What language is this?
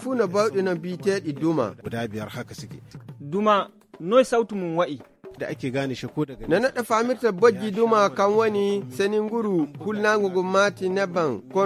Nigerian Fulfulde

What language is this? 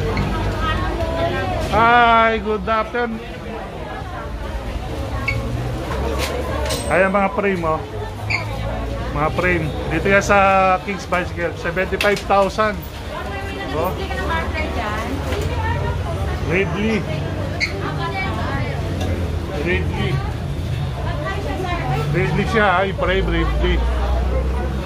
Filipino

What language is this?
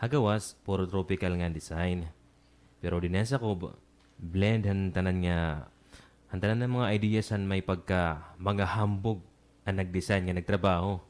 Waray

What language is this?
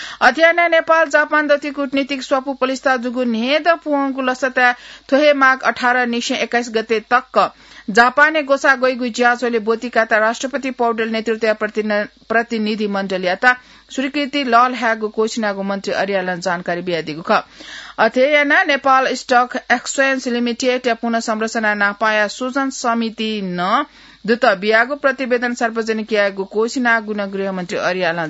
Newari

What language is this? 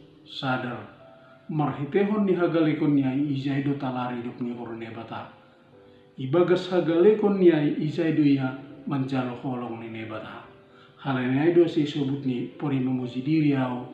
Batak Simalungun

